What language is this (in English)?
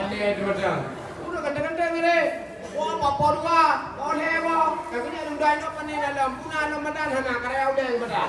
Achinese